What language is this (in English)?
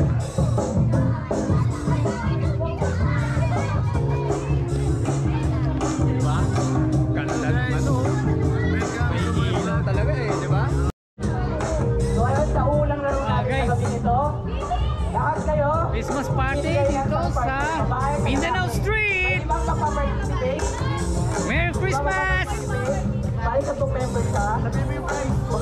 Filipino